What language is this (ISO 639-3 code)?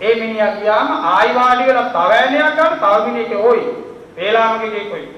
sin